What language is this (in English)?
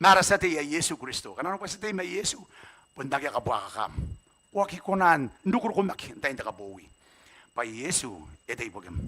Gilbertese